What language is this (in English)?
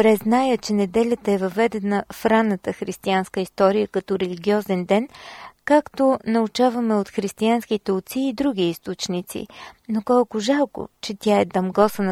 Bulgarian